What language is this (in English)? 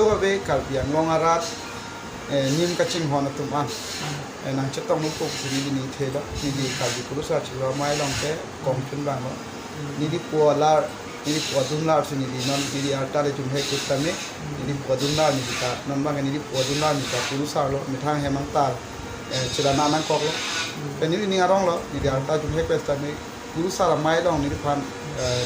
Karbi